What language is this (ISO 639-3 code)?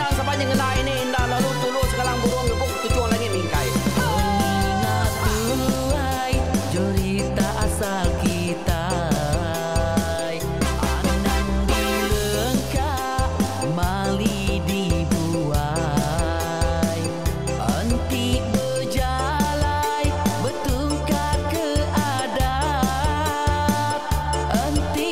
iba